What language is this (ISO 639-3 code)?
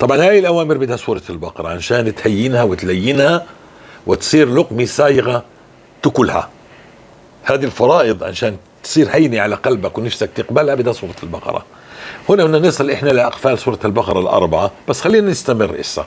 apc